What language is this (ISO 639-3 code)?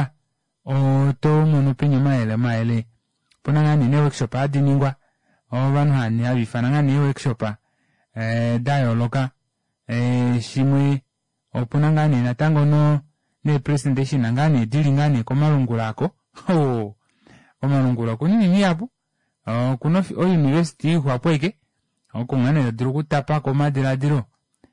kua